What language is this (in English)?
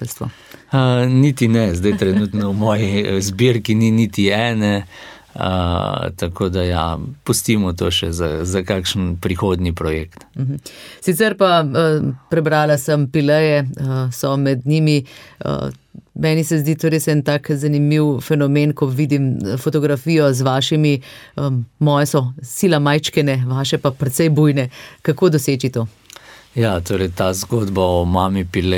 Slovenian